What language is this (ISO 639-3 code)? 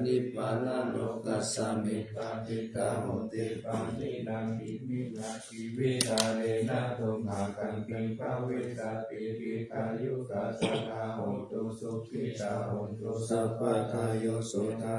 pli